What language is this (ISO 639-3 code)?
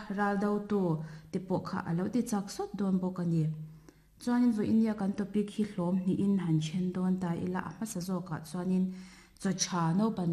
lus